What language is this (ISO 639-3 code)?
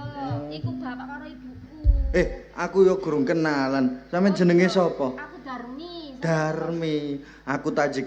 jav